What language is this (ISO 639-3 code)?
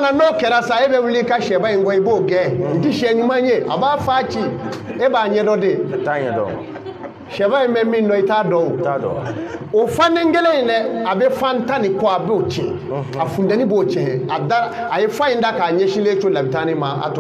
bam